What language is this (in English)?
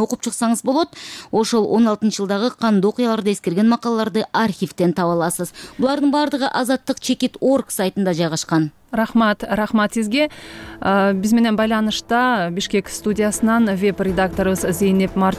Kyrgyz